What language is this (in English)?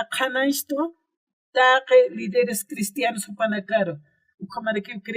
Aymara